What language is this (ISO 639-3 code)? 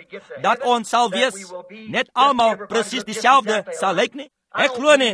afr